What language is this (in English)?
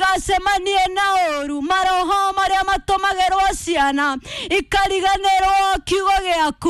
Kikuyu